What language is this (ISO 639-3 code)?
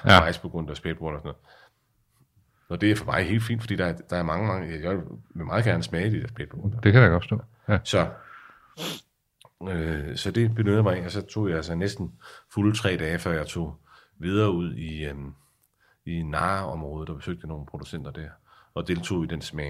dan